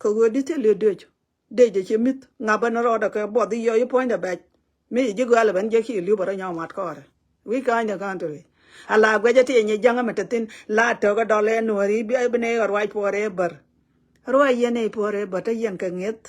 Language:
Nuer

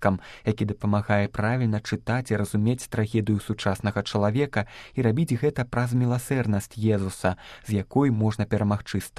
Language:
Belarusian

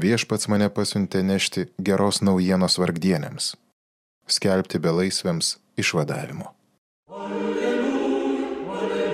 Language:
Lithuanian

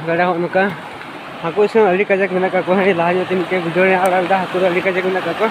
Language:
Santali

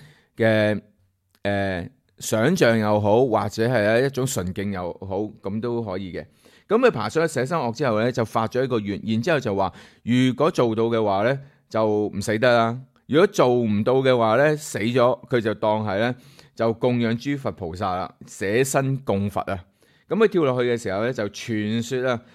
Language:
Cantonese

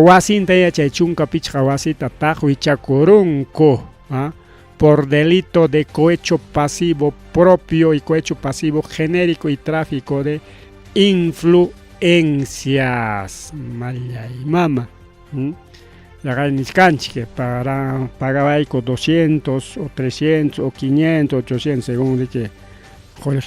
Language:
Ayacucho Quechua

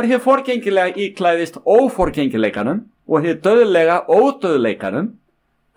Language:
Icelandic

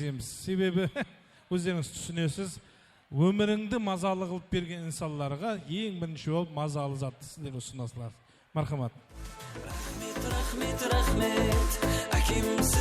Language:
Kara-Kalpak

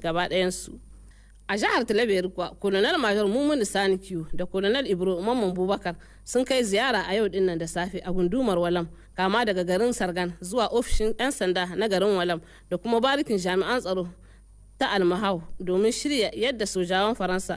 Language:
Hausa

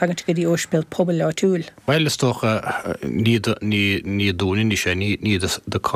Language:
Irish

